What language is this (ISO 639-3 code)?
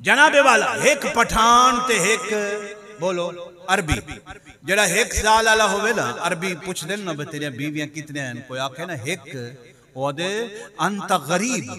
skr